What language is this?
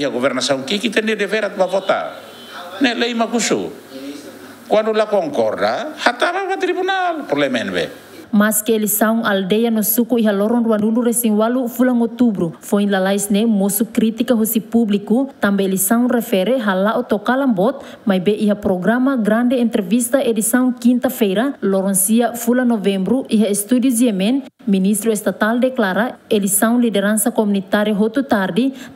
Tetum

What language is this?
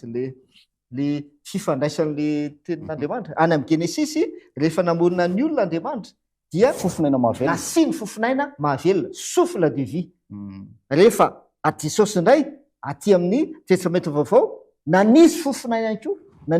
Malagasy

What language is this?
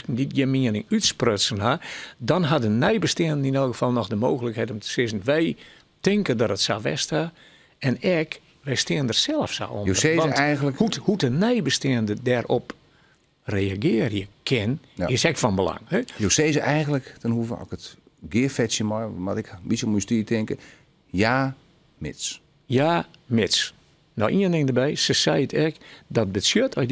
Western Frisian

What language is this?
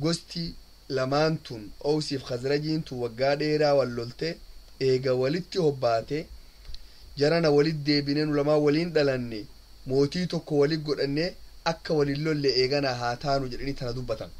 Oromo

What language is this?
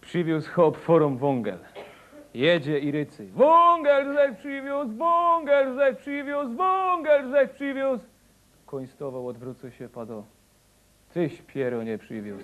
Silesian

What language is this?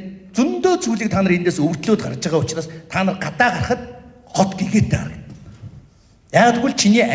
Mongolian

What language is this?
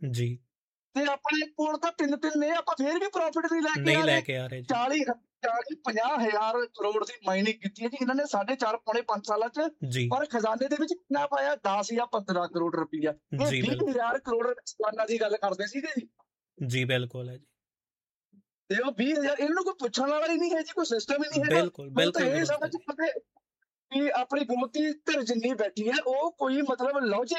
Punjabi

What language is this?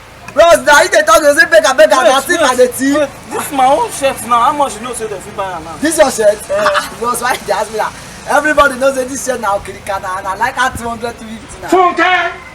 Nigerian Pidgin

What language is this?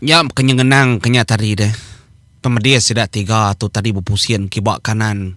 Iban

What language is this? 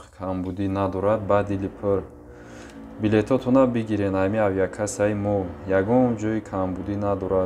Tajik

